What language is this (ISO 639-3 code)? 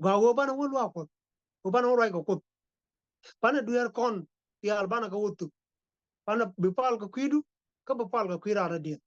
nus